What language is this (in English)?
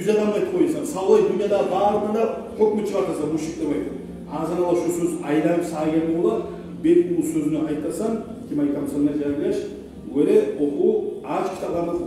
Kumyk